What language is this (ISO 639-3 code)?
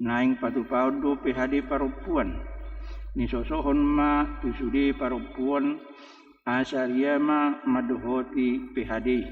bbc